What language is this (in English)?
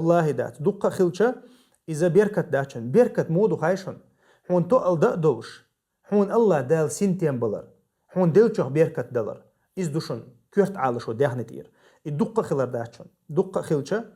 Chechen